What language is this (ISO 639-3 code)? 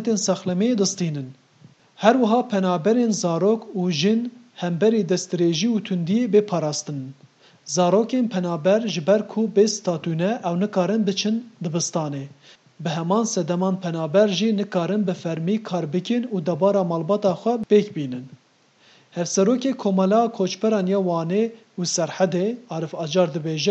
kur